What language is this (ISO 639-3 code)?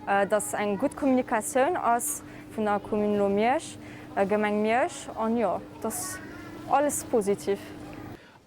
ltz